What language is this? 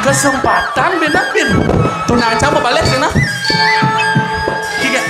Balinese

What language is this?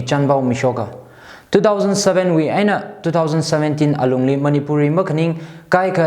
Tangkhul Naga (India)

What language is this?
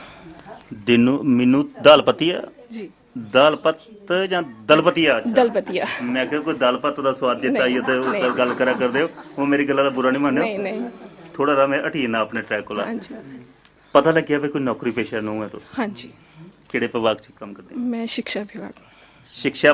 Dogri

